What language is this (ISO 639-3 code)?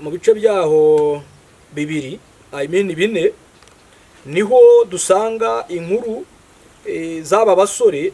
kin